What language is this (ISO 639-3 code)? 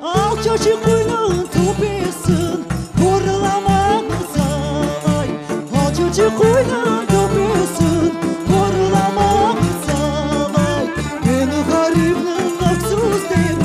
crh